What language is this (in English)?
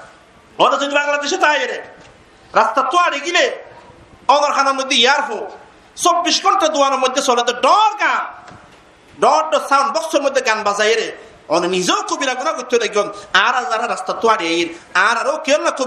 Rohingya